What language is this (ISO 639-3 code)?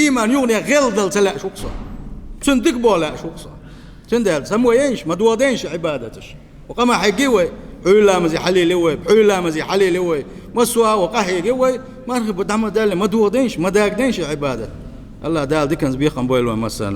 che